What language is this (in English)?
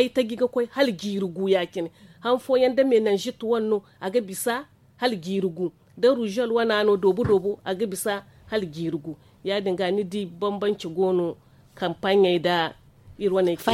Zarma